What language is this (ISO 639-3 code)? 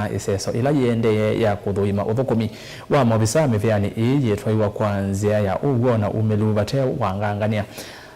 kam